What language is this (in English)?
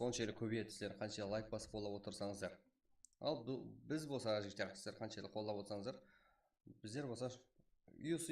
Kara-Kalpak